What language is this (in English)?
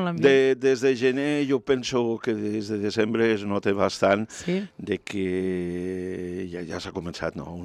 Catalan